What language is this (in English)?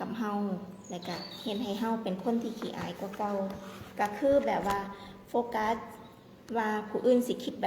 Lao